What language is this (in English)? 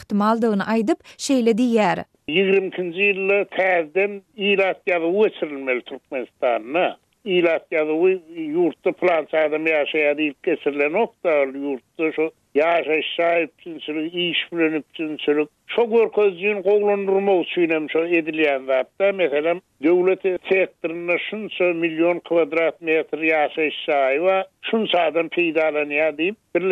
Turkmen